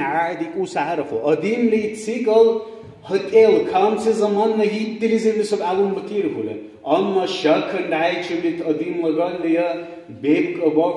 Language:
Dargwa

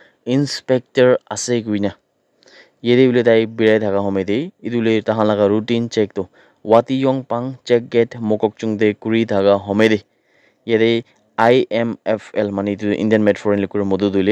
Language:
Naga Pidgin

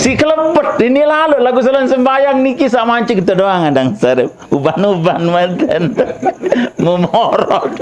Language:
Sasak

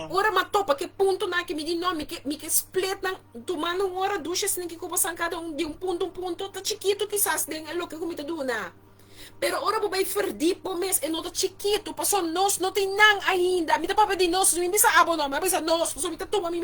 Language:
Papiamento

